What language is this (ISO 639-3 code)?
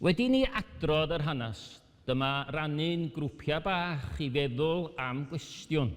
cym